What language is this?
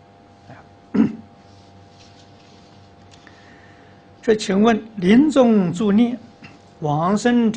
Chinese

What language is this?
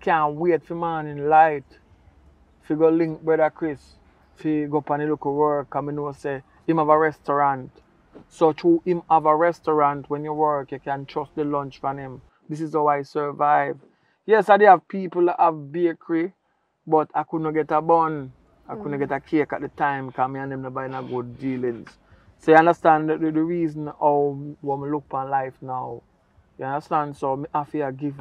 Jamaican Creole English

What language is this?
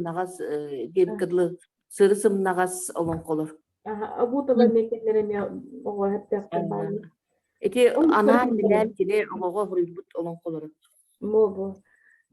Yakut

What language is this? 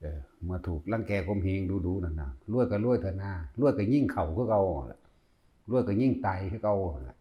Northeastern Thai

